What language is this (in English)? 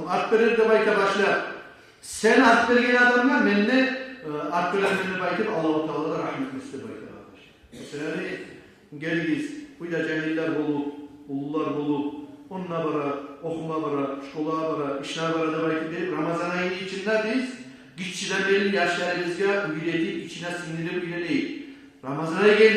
Kumyk